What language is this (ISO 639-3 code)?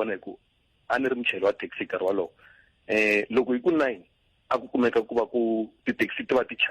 tso